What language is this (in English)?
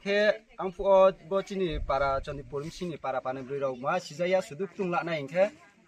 Riang (India)